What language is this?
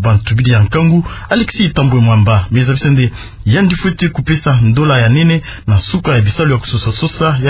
Kituba (Democratic Republic of Congo)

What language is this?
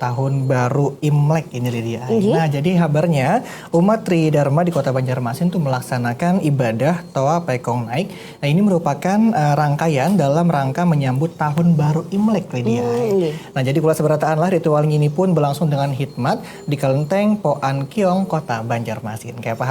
Banjar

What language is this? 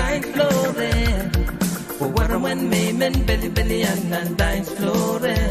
Pohnpeian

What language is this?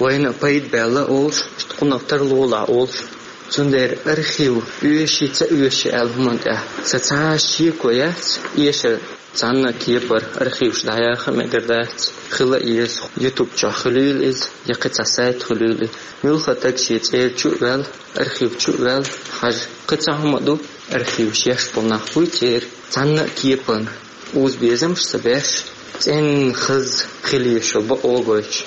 Chechen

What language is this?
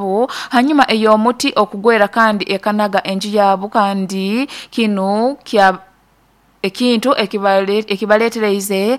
Nyoro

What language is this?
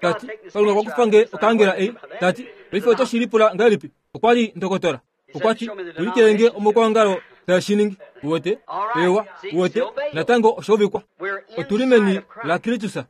Kuanyama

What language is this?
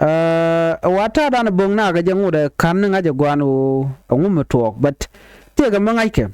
Nuer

